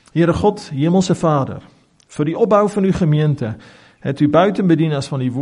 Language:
Afrikaans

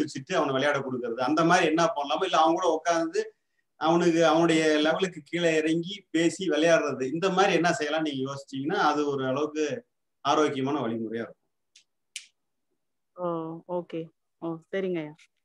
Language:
Tamil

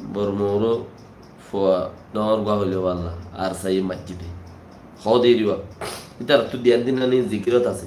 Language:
Rohingya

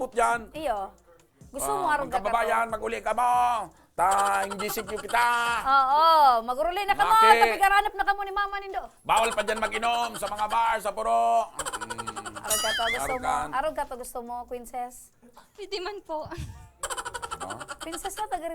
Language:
Bikol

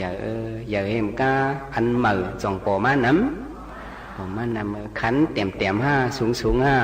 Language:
Shan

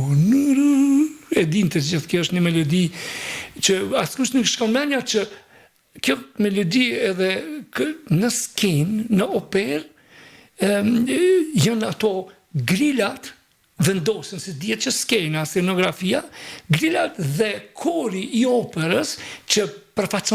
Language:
Albanian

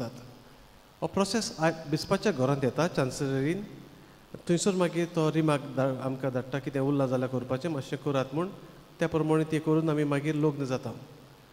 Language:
Konkani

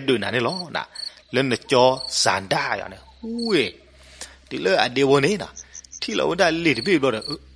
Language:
S'gaw Karen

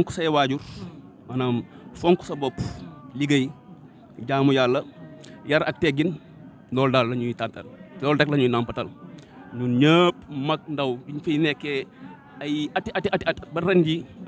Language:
Wolof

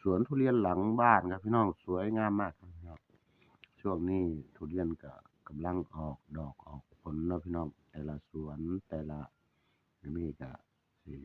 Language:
Northeastern Thai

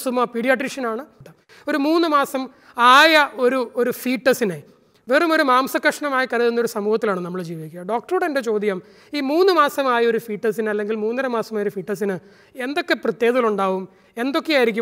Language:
Malayalam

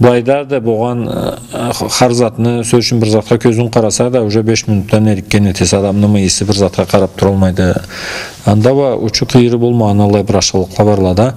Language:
Karachay-Balkar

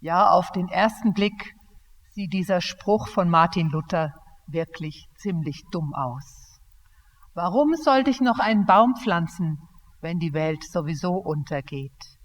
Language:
Swiss German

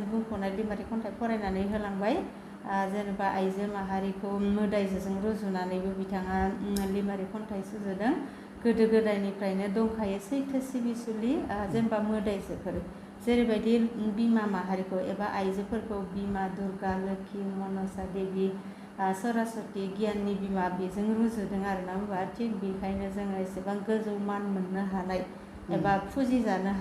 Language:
Bodo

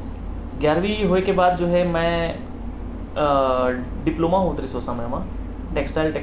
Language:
Chhattisgarhi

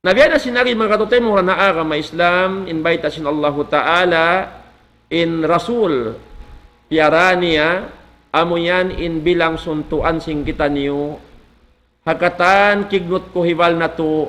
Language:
Tausug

